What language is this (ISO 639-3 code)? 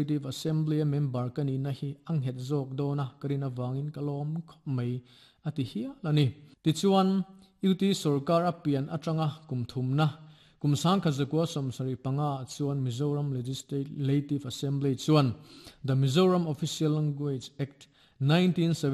lus